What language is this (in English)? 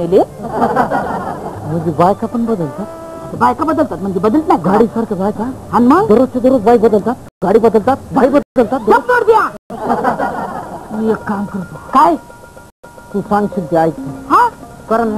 Marathi